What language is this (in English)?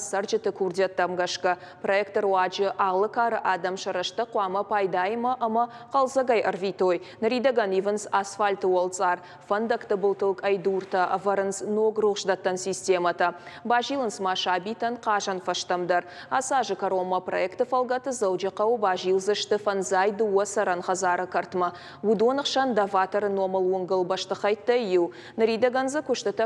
Ossetic